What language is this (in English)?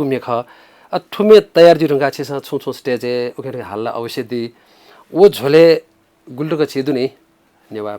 Newari